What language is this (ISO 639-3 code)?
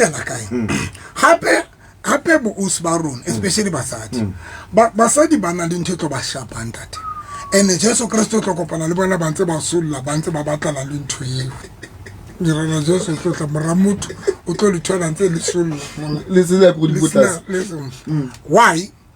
sot